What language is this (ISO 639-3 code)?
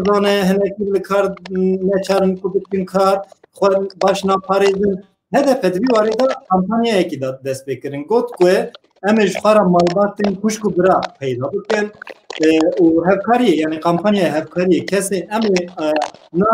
kur